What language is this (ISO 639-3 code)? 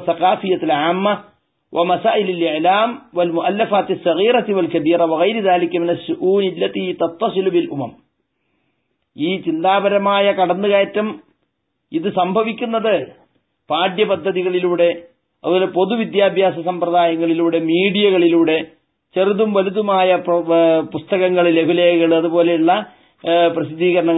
mal